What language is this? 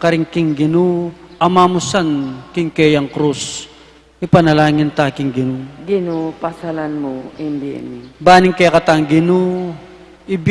Pampanga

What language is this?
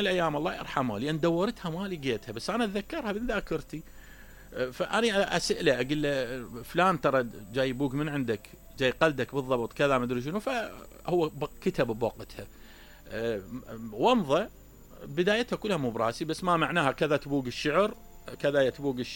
Mesopotamian Arabic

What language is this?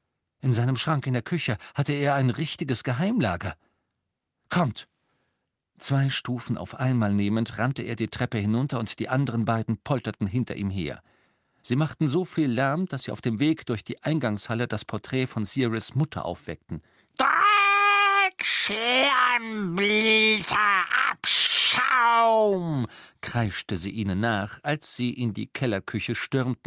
German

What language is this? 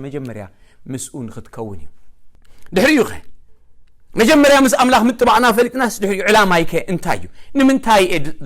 Tigrinya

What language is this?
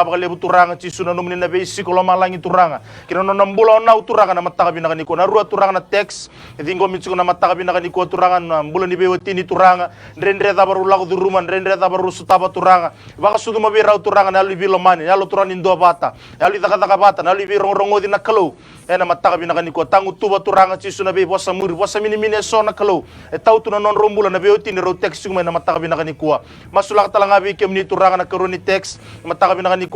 Fijian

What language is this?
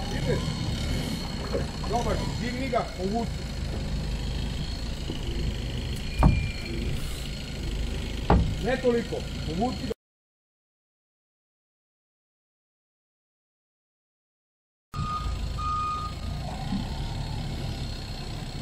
Croatian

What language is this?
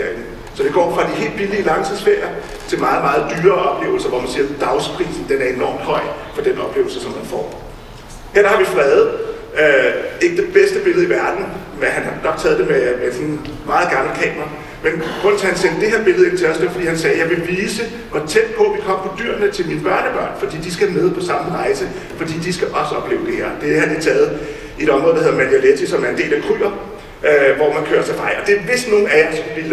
Danish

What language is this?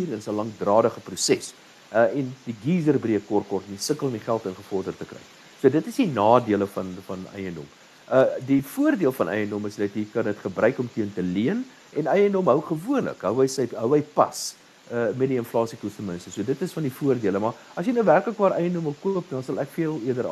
Afrikaans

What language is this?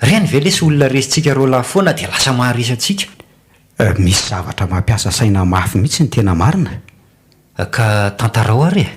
Malagasy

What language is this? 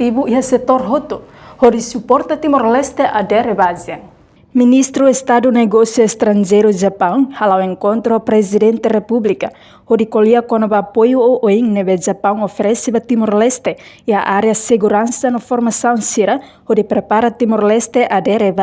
Tetum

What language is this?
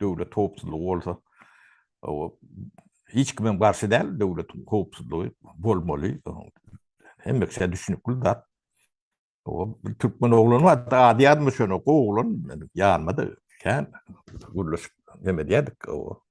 Turkmen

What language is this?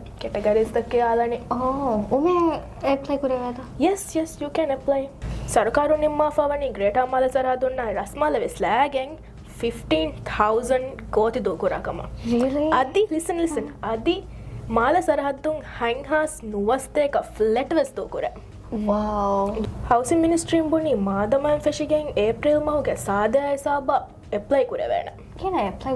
Divehi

